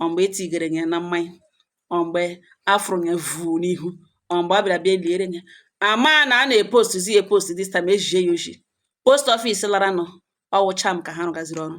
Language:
Igbo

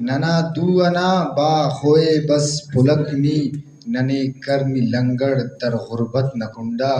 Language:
Brahui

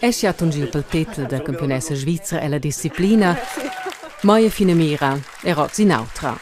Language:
Romansh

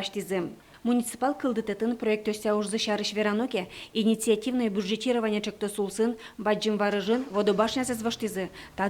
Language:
Udmurt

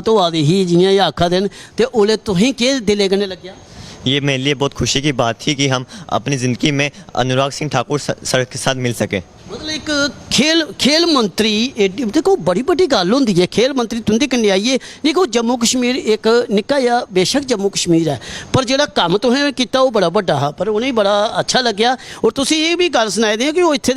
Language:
Dogri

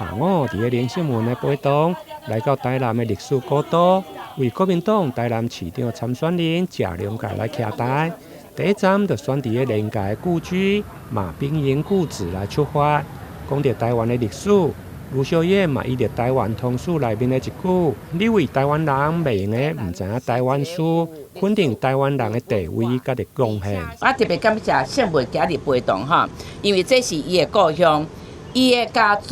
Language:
Min Nan Chinese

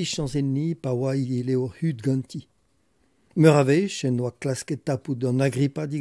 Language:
Breton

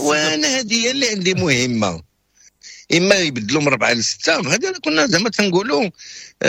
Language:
Moroccan Arabic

